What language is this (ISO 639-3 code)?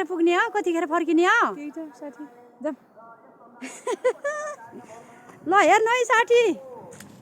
nep